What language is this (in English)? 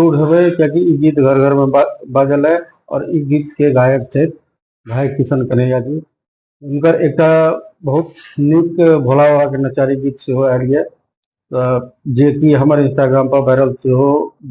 Maithili